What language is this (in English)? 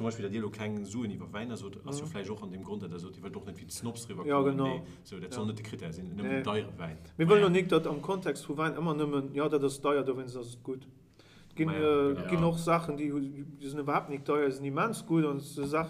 Luxembourgish